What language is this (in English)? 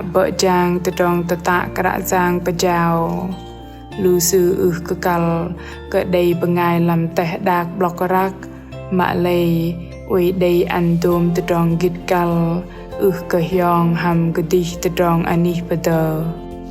Bahnar